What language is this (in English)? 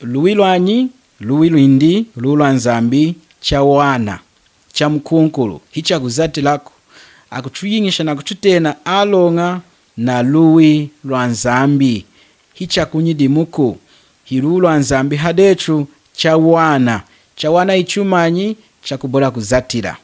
Lunda